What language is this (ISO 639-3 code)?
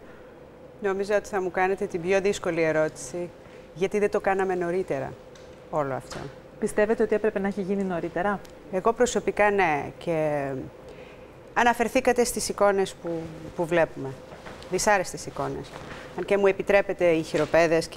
ell